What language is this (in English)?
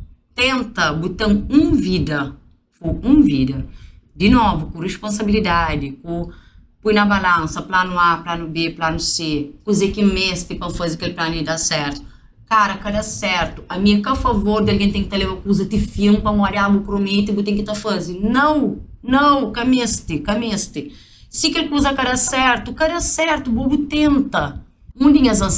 Kabuverdianu